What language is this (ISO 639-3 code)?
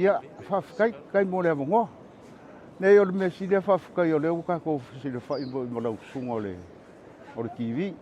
smo